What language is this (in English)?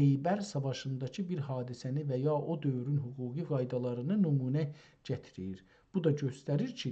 South Azerbaijani